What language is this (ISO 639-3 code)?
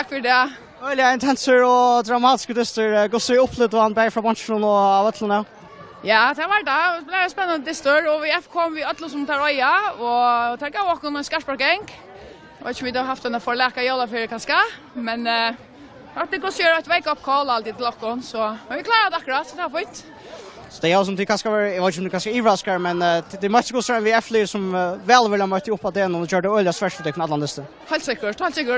fao